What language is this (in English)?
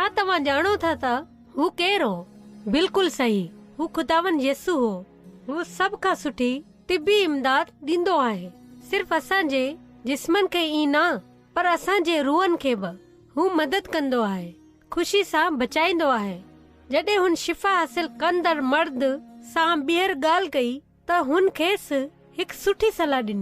Sindhi